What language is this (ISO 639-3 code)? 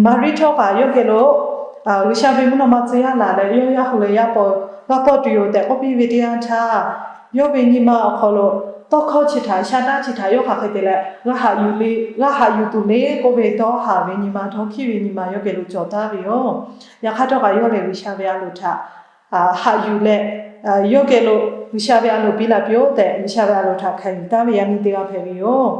lhu